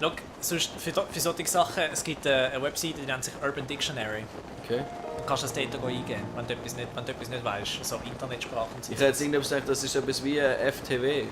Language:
Swiss German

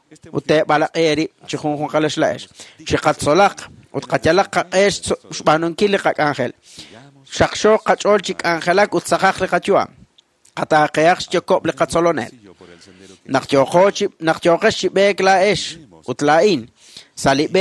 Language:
Kekchí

